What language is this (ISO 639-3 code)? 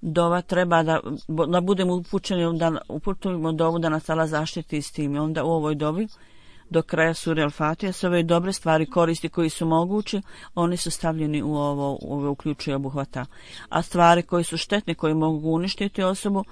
bos